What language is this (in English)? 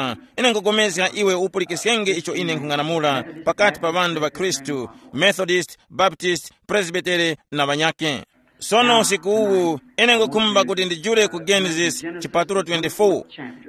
Tumbuka